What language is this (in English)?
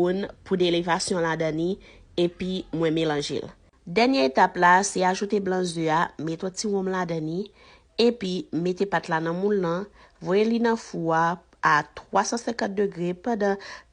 Haitian Creole